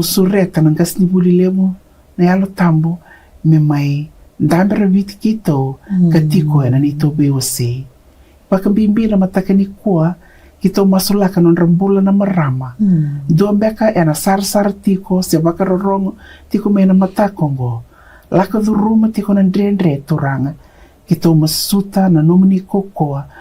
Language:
Fijian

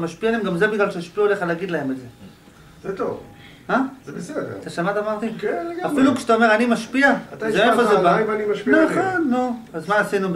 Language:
Hebrew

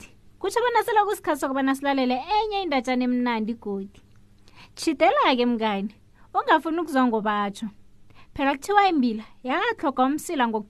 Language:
South Ndebele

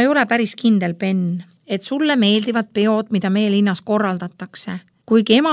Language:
Estonian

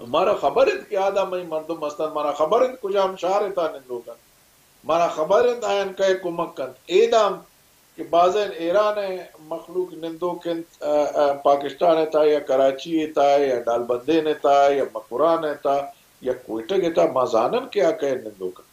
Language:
Baluchi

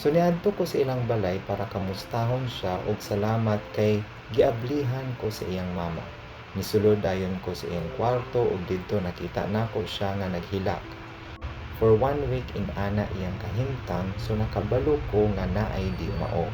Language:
Cebuano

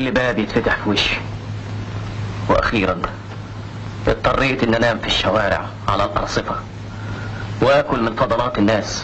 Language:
Egyptian Arabic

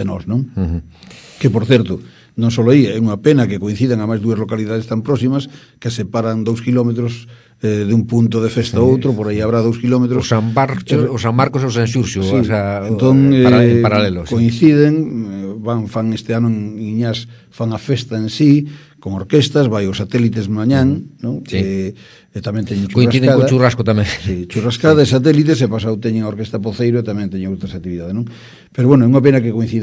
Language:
Galician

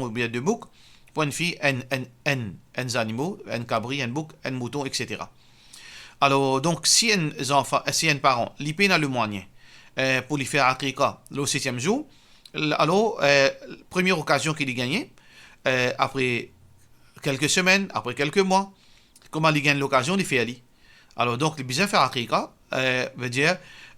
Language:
Morisyen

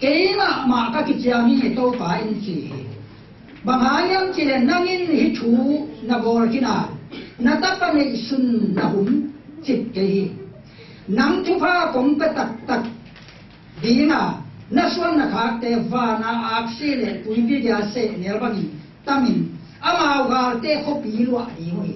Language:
Tedim Chin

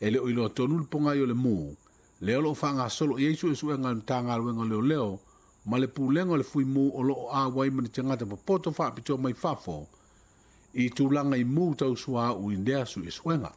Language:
Samoan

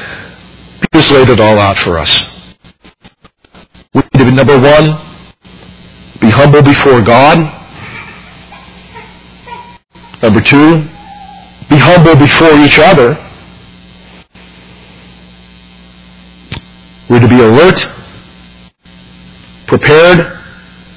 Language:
English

